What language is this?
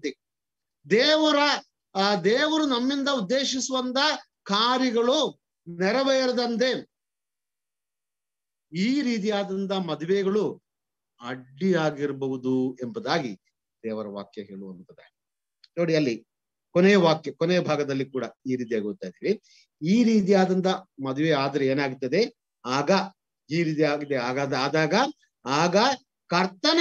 Kannada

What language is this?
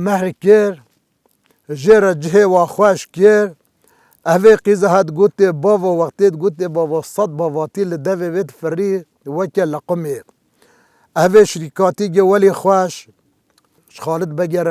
Kurdish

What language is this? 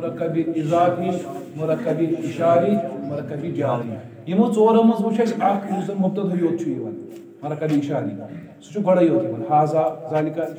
Kashmiri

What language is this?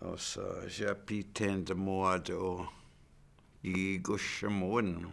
Chippewa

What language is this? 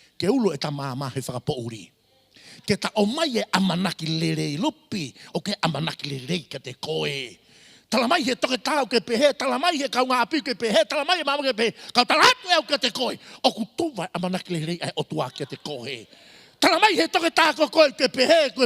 Tongan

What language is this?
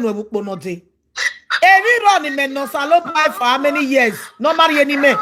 Nigerian Pidgin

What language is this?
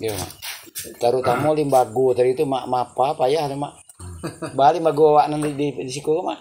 Minangkabau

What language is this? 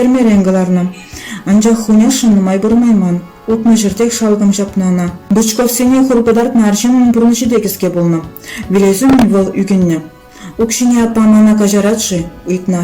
Chuvash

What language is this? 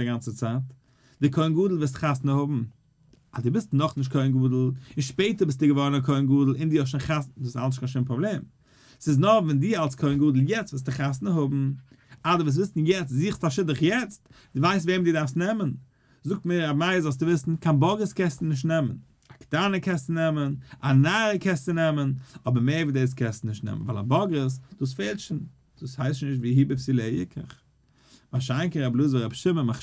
Yiddish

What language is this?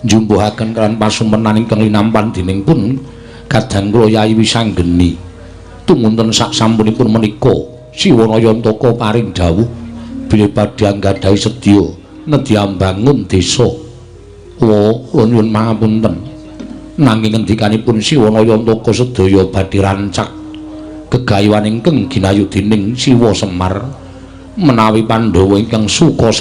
Javanese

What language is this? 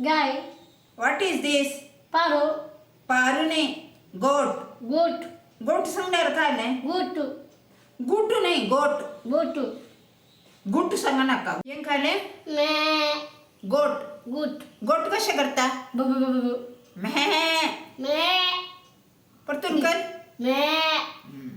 Konkani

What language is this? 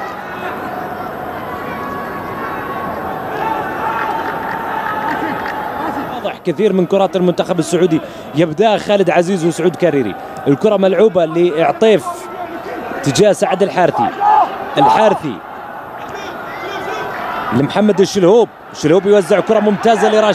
Arabic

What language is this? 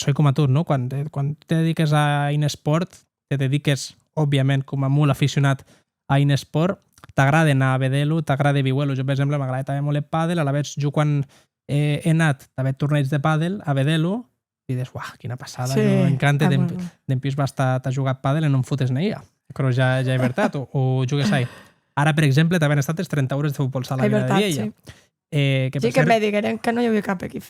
Occitan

